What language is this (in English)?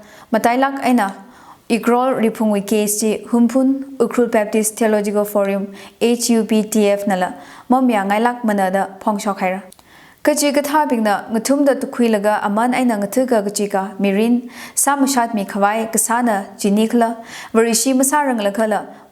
Tangkhul Naga (India)